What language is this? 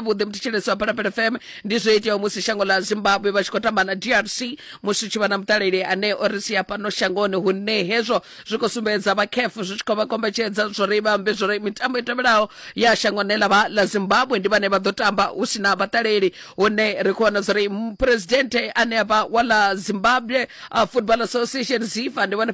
Venda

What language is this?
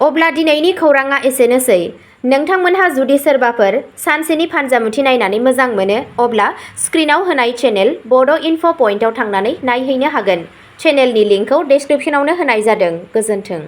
Bodo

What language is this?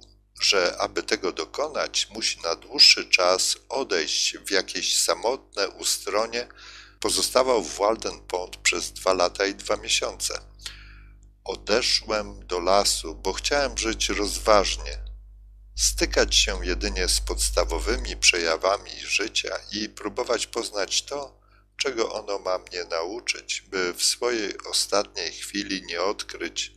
Polish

